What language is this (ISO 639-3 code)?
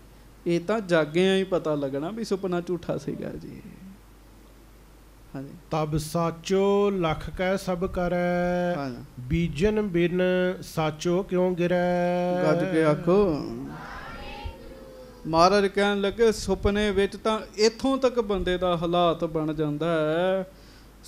pan